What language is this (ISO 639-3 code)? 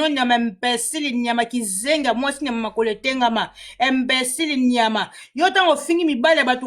lin